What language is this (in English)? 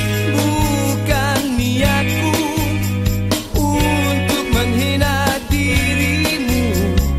Malay